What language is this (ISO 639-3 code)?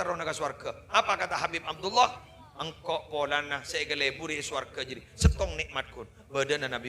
mad